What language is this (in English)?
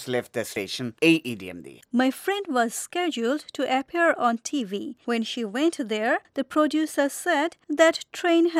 Bangla